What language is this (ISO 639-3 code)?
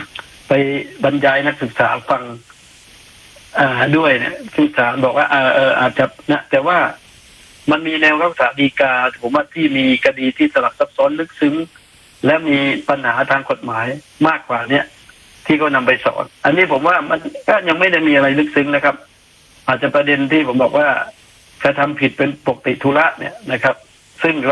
tha